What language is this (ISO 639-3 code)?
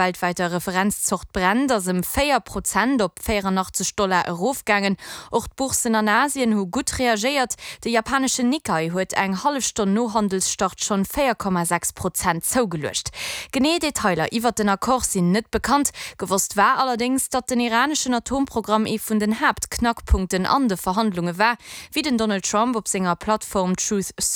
ltz